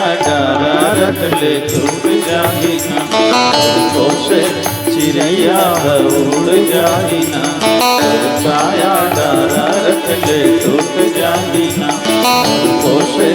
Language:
Chhattisgarhi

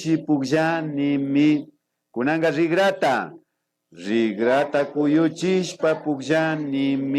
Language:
Imbabura Highland Quichua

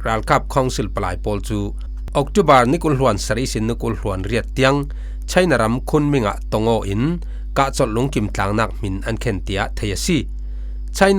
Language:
Falam Chin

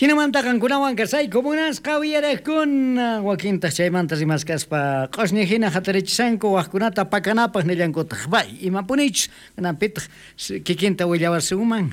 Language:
South Bolivian Quechua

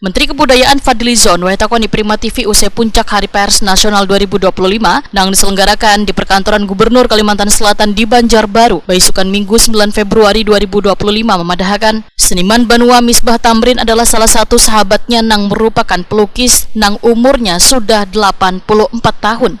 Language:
Banjar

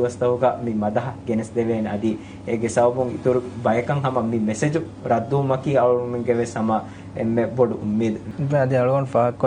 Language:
Divehi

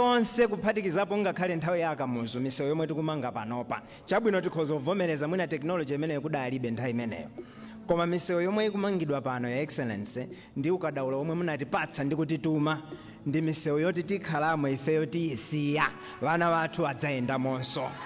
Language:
Nyanja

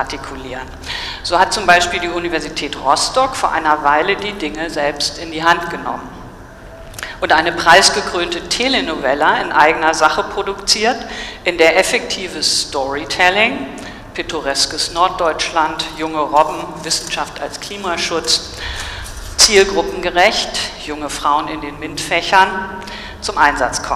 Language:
German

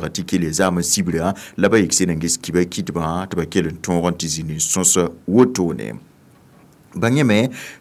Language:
Mossi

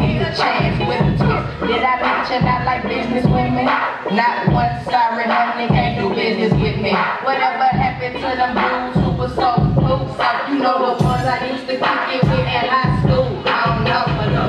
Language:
English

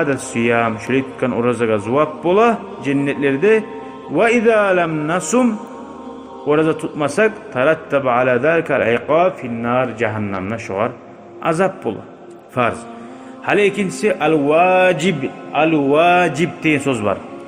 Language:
Kumyk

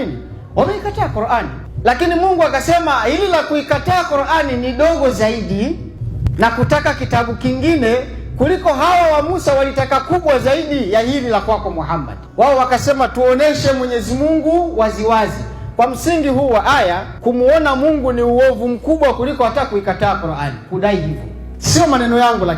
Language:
Swahili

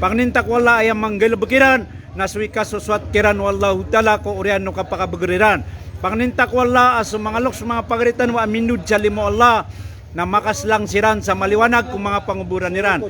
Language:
Maranao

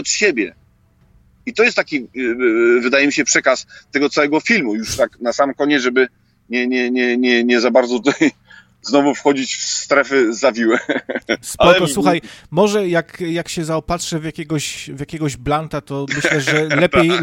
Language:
Polish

